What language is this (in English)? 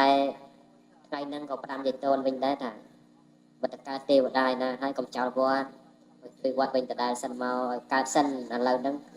Khmer